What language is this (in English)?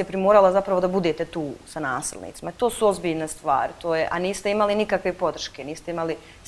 Serbian